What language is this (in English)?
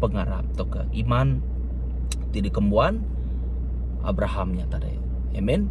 Iban